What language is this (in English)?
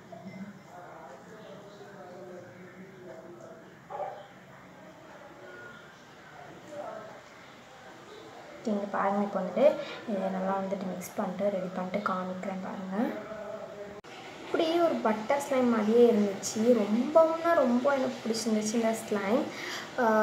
Tamil